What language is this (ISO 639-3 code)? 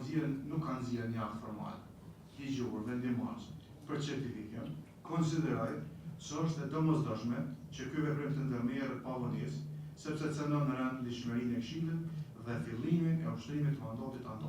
sqi